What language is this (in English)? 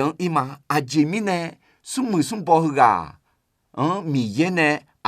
Akha